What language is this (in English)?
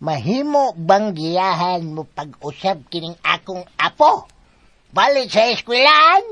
Cebuano